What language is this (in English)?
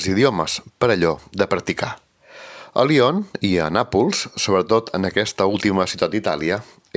Catalan